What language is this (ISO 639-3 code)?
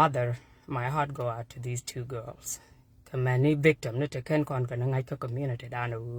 nus